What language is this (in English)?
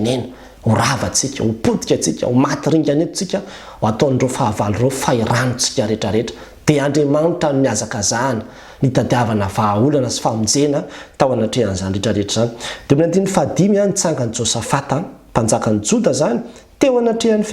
Malagasy